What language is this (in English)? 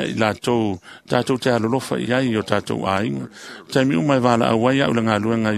Samoan